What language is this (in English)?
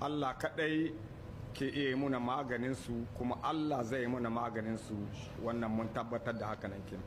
Hausa